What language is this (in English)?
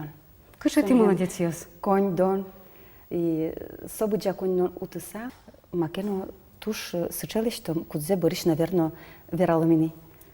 Udmurt